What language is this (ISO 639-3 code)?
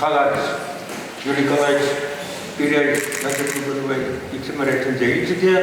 chv